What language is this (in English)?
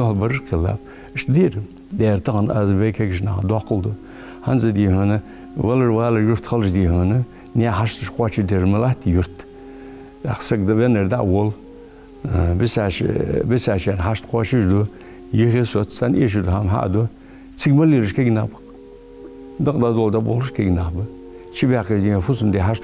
Ingush